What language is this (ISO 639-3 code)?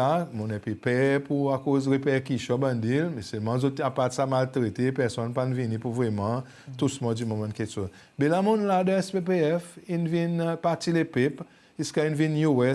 crs